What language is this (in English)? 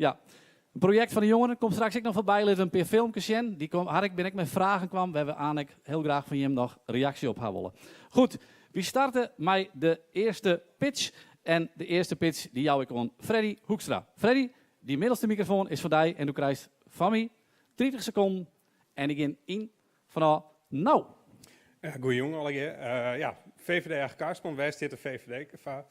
Western Frisian